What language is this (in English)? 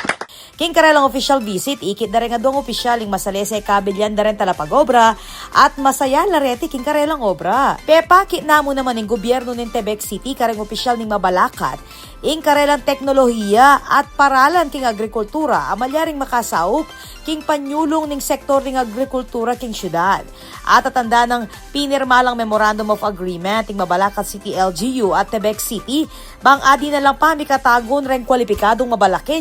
Pampanga